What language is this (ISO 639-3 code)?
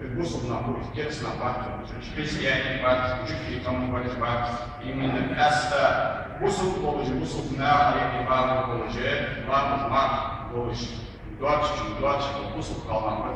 inh